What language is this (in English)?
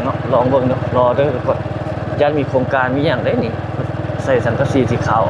Lao